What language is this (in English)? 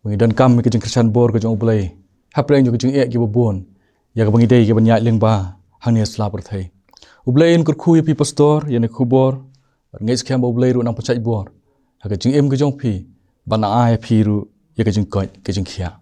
Khasi